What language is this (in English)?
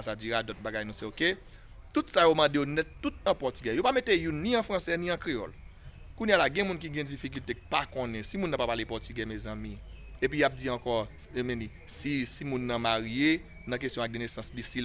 Haitian Creole